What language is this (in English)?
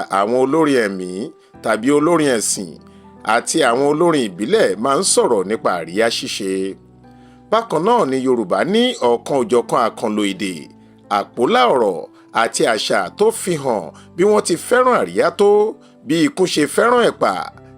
Yoruba